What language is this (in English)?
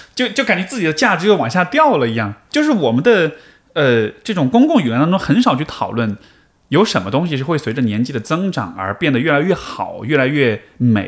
Chinese